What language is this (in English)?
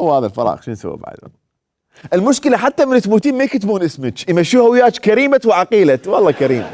Mesopotamian Arabic